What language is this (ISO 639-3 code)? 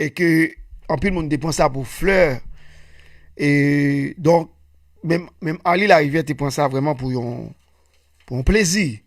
hat